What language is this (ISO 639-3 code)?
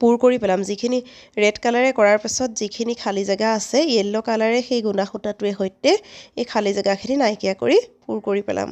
asm